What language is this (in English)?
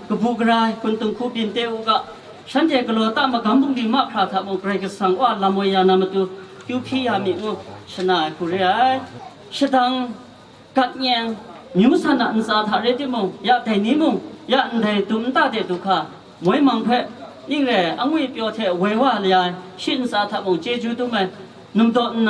Kachin